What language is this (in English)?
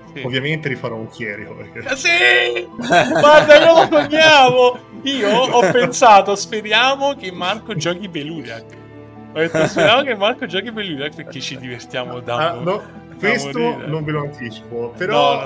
Italian